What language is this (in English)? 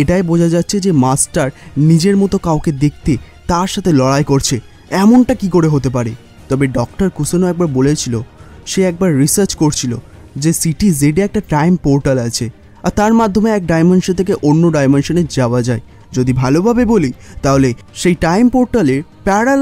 Bangla